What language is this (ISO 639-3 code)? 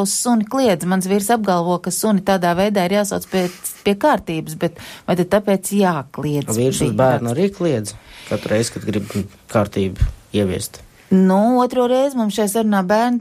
lav